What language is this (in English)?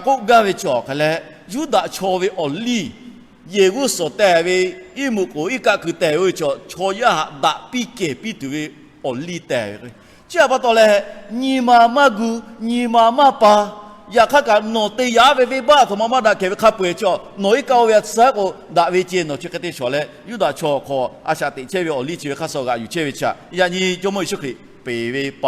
Lahu